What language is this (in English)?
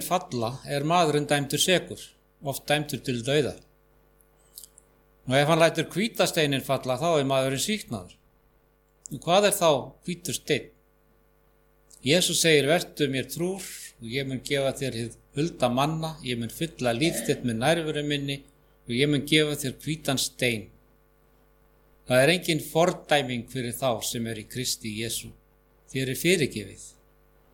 Icelandic